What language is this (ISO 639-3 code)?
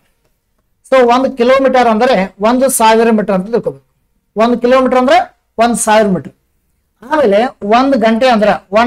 kan